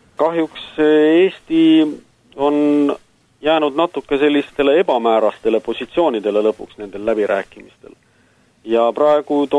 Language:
Estonian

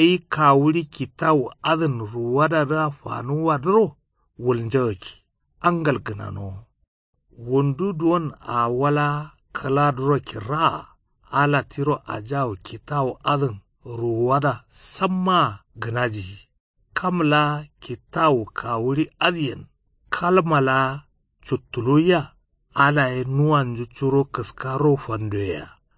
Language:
Kanuri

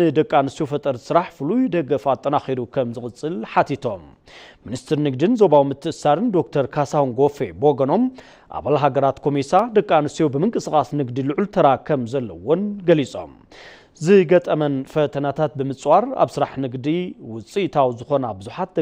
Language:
Tigrinya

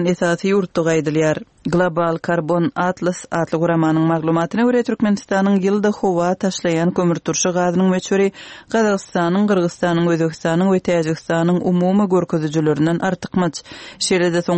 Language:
Turkmen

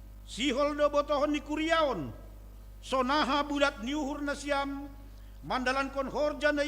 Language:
Batak Simalungun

